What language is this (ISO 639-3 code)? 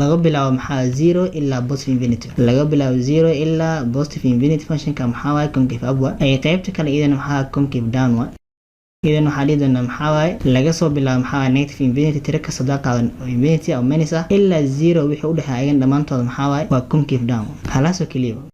som